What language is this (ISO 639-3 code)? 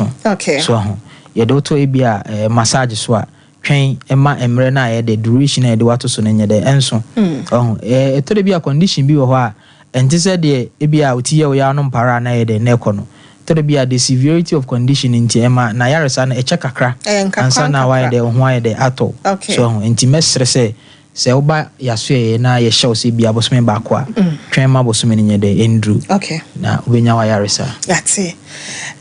aka